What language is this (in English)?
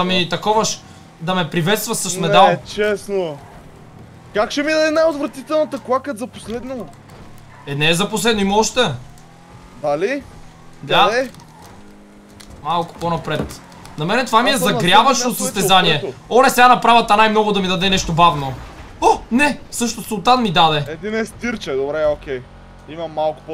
Bulgarian